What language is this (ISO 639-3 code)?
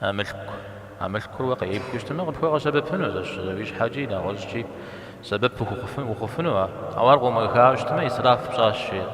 kbd